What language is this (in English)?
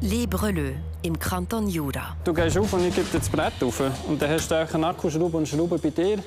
Swiss German